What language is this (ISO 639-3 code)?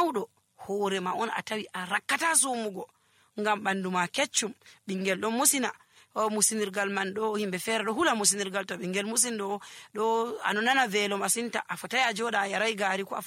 fuv